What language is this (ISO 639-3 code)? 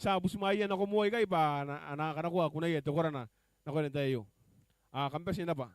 gil